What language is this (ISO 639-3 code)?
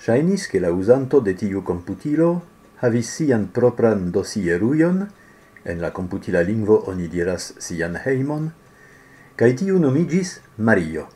epo